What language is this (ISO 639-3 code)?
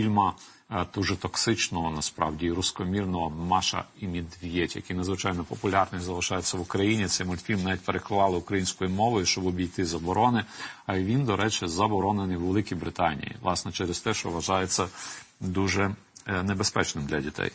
ukr